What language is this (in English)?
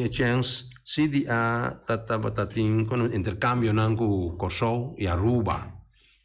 Papiamento